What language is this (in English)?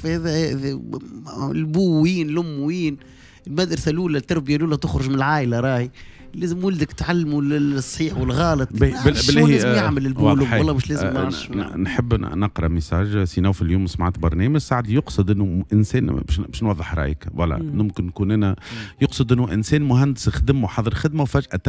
Tunisian Arabic